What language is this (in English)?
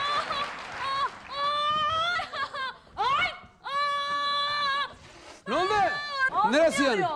Turkish